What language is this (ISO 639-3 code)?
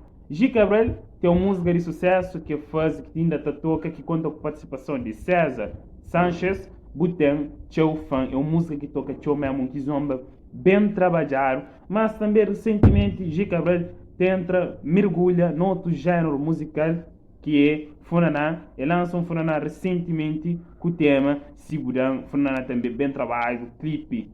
kea